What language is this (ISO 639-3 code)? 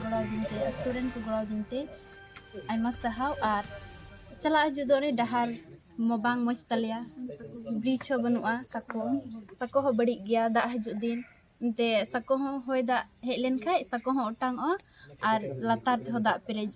sat